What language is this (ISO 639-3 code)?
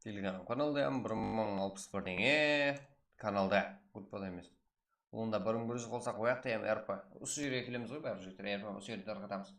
kaa